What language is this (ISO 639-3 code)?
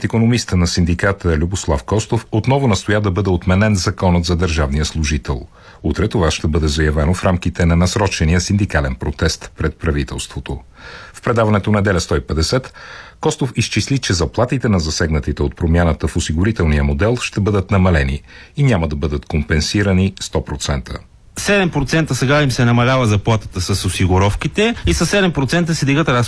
bul